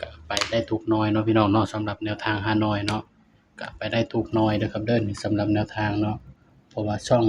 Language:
Northeastern Thai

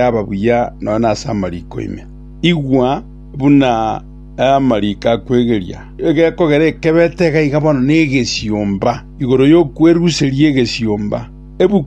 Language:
Gusii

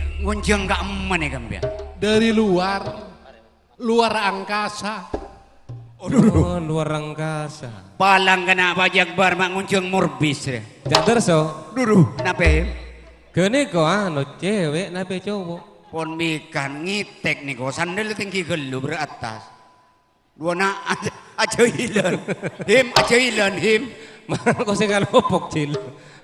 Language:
Madurese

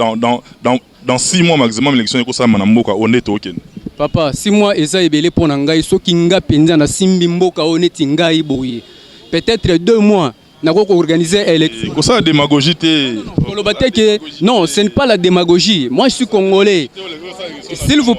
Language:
Lingala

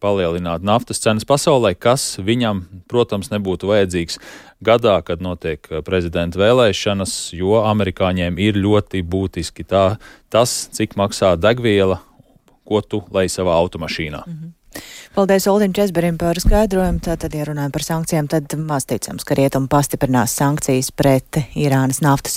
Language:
Latvian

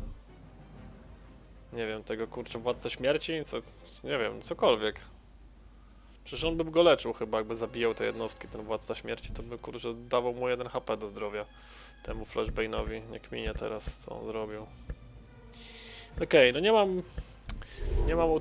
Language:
Polish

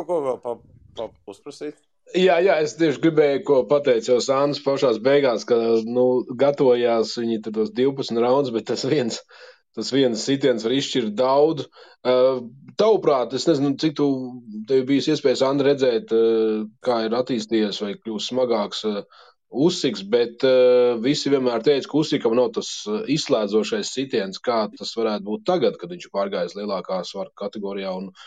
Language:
Latvian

